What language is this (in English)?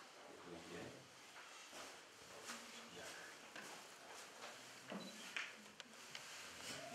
Slovak